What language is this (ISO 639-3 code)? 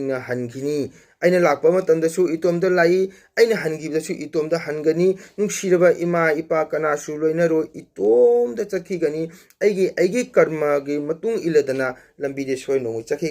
mni